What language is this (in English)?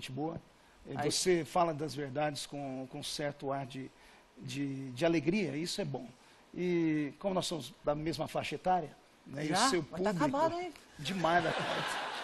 Portuguese